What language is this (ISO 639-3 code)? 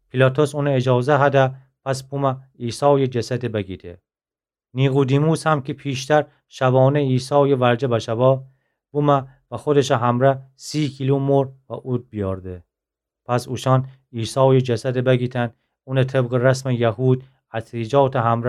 glk